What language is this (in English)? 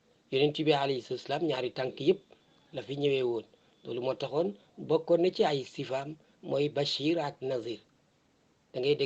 Wolof